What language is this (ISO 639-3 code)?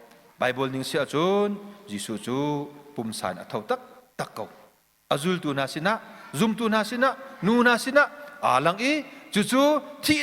cnh